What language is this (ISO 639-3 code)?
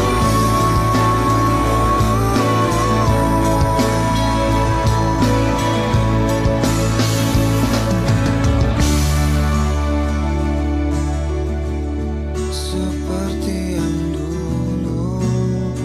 ind